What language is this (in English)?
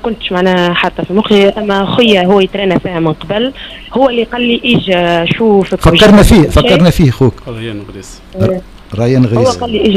Tunisian Arabic